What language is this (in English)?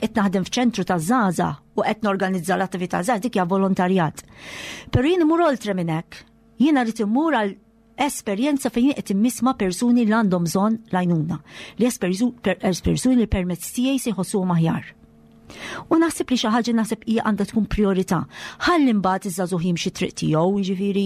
Maltese